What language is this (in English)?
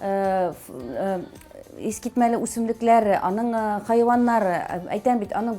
Tatar